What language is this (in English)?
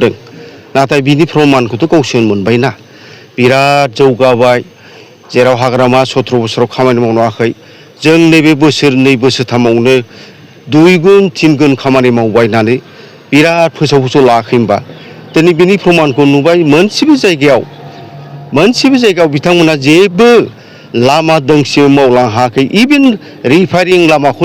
Bodo